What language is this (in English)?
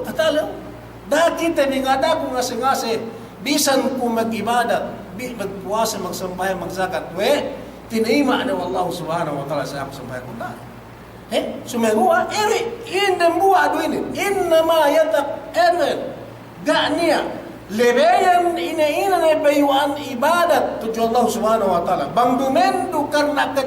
Yakan